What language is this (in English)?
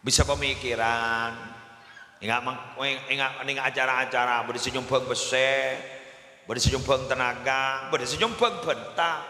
Madurese